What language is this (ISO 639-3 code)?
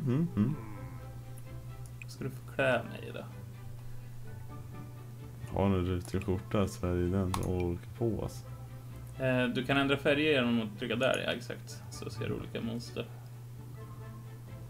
swe